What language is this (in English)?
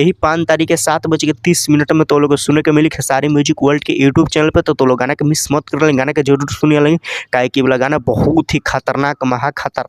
Bhojpuri